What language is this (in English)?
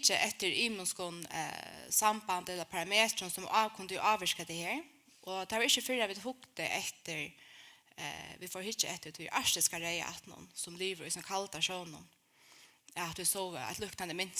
Faroese